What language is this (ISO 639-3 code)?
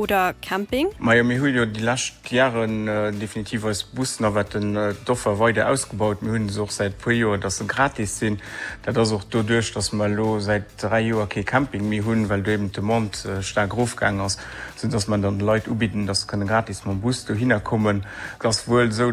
ltz